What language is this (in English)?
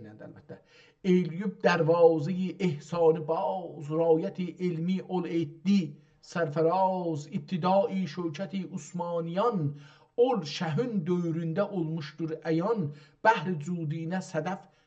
South Azerbaijani